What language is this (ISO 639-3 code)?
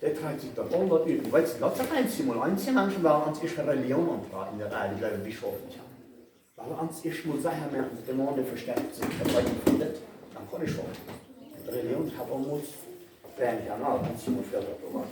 pdt